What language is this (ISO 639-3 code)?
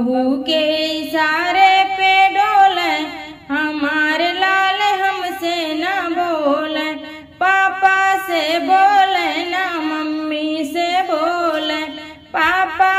bho